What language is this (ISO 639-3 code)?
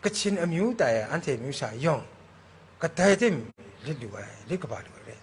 kac